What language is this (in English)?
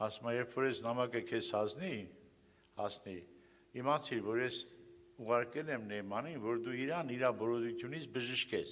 Armenian